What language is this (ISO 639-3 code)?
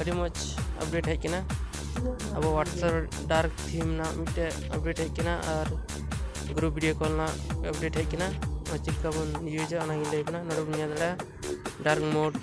sat